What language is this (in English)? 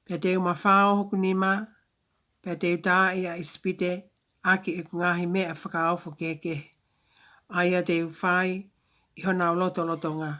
Tongan